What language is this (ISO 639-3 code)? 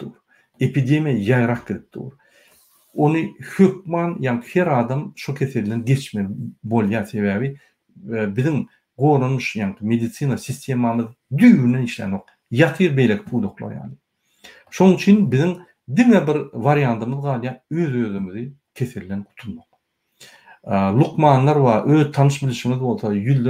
tuk